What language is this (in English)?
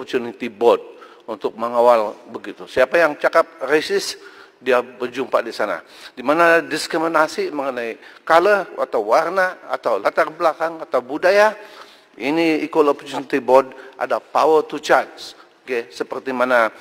Malay